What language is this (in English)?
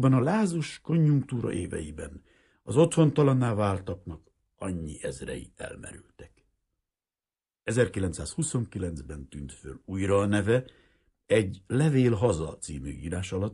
Hungarian